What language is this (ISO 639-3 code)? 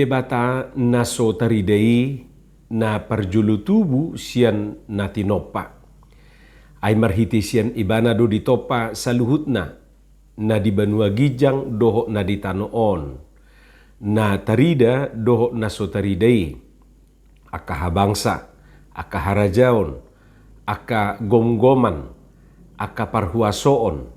bbc